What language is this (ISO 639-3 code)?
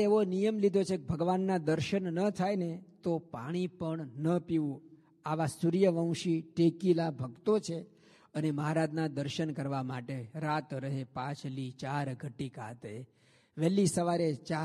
guj